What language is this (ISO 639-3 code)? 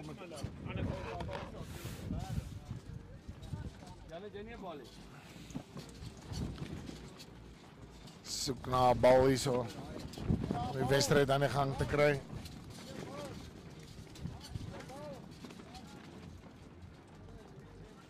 afr